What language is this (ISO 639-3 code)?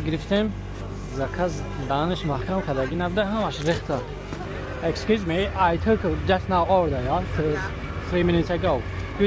tgk